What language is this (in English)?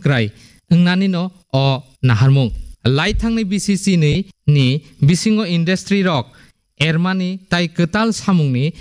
Kok Borok